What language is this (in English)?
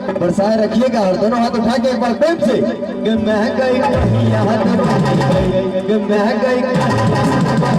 Maithili